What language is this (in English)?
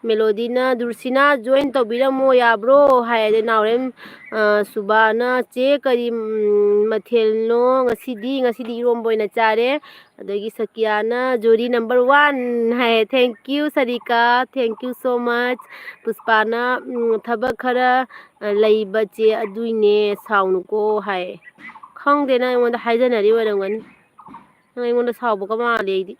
Manipuri